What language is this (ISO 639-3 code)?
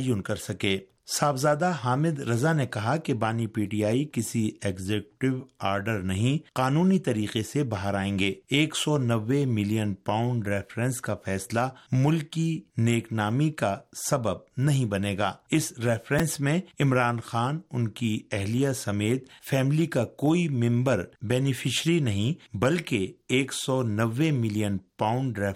urd